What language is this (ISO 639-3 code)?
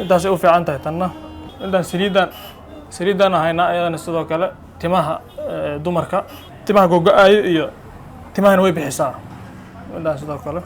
som